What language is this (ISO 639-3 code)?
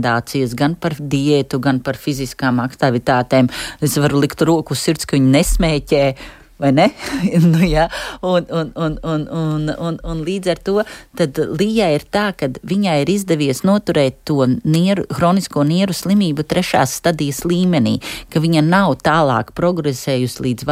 lav